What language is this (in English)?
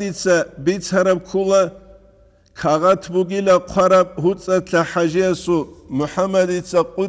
Avaric